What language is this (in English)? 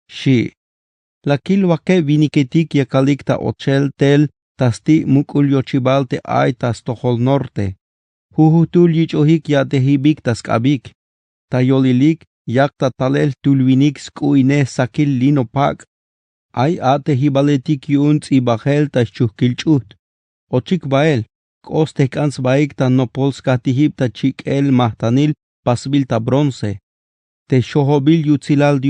Tzeltal